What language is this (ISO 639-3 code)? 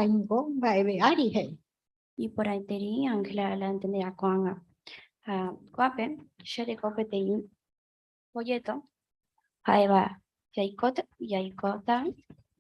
grn